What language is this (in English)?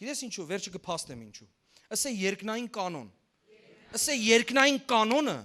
Western Armenian